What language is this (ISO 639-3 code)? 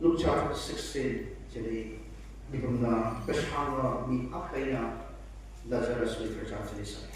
nmf